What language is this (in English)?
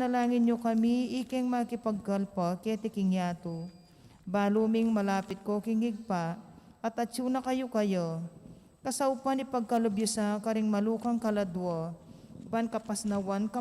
Pampanga